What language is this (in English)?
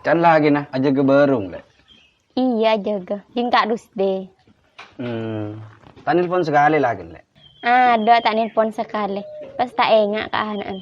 Madurese